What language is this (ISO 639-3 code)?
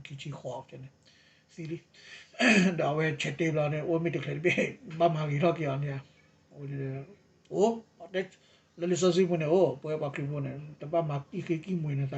ksw